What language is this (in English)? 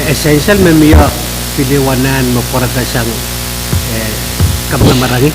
Pohnpeian